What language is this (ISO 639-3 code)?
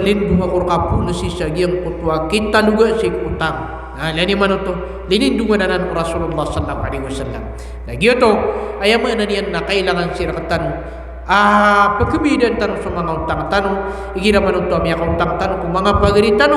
mrw